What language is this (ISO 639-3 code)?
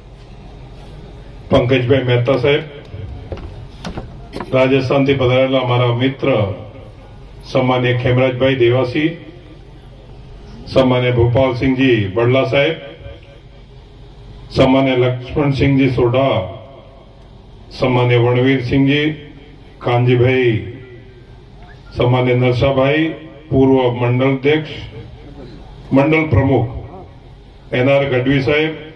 guj